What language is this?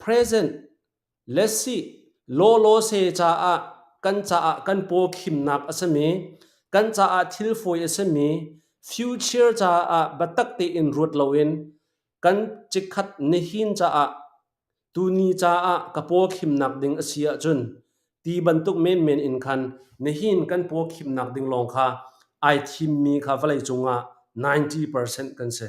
Hakha Chin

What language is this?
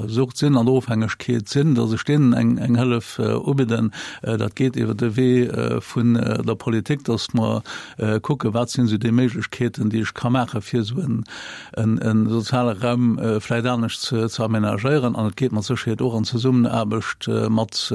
Luxembourgish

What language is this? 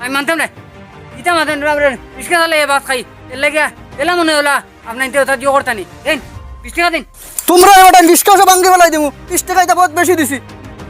Sylheti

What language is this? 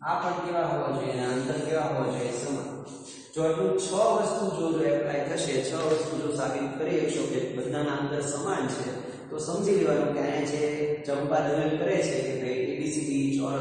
Gujarati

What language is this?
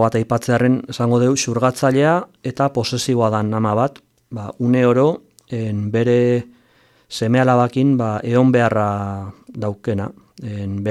Basque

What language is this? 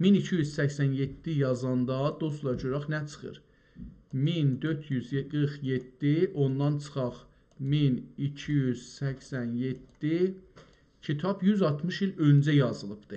South Azerbaijani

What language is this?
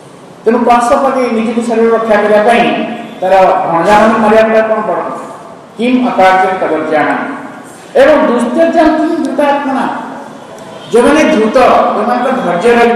Odia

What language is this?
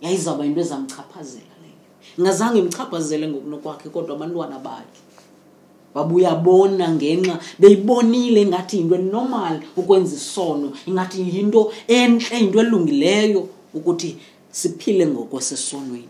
Xhosa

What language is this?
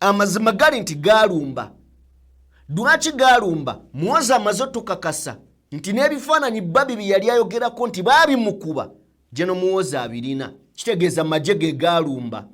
Ganda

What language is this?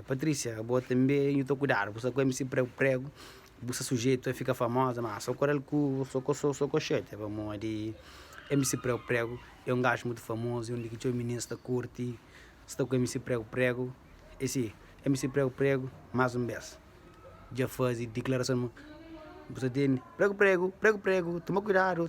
Kabuverdianu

